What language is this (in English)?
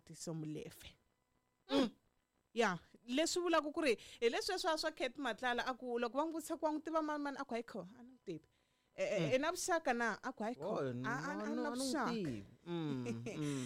Tsonga